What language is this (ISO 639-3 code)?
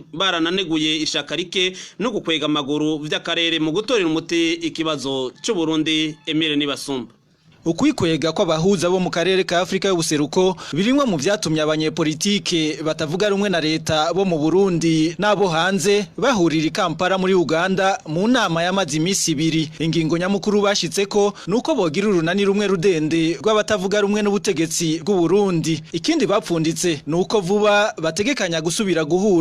run